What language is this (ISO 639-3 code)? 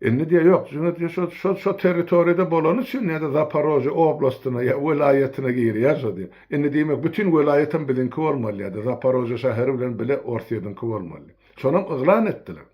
tuk